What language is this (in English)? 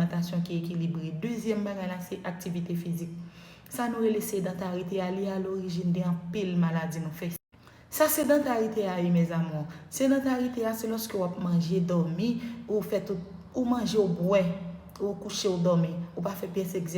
Haitian Creole